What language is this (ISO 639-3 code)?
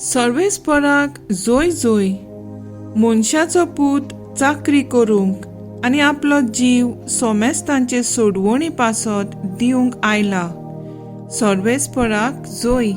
kok